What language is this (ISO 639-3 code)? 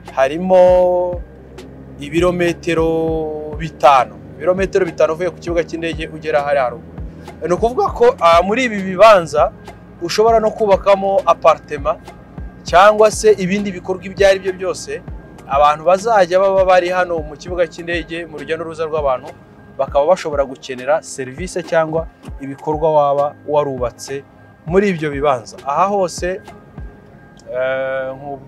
kin